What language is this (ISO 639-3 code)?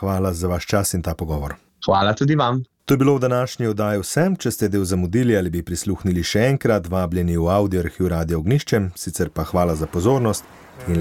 slv